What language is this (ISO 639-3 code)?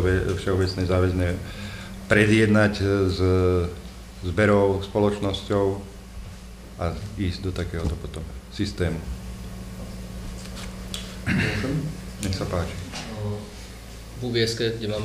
slk